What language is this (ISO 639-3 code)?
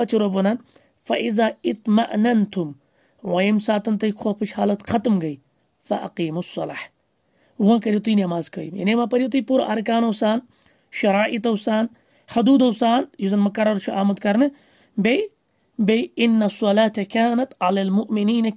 kas